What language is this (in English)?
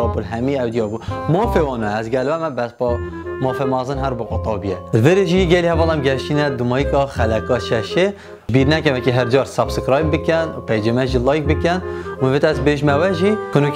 Kurdish